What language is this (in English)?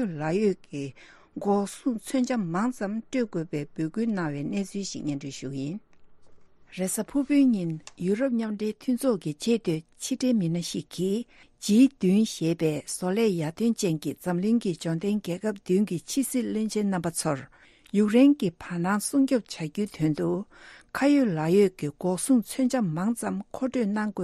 Tibetan